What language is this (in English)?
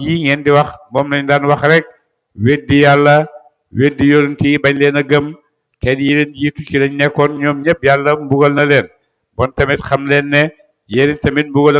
Wolof